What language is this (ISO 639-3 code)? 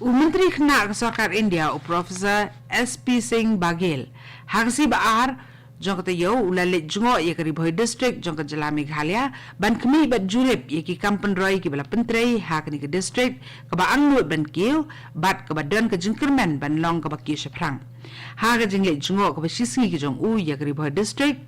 kha